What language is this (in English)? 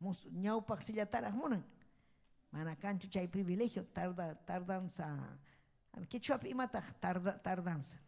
Ayacucho Quechua